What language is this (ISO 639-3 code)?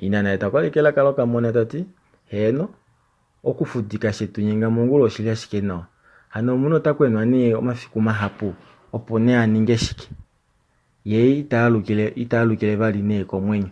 kua